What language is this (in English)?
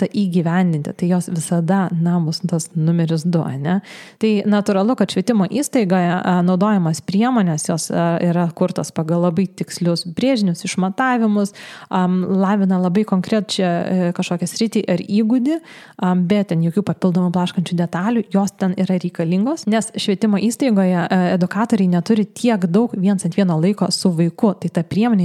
Lithuanian